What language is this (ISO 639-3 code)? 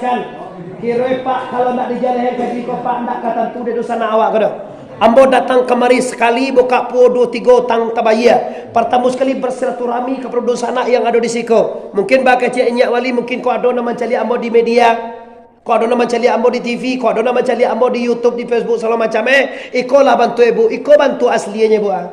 min